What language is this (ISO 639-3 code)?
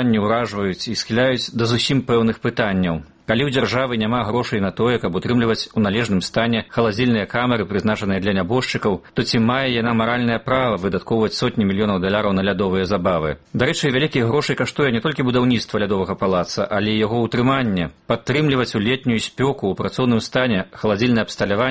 bel